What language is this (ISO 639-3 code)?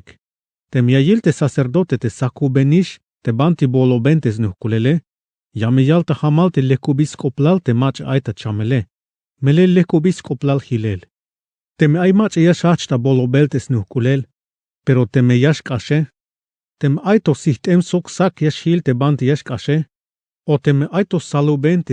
tzh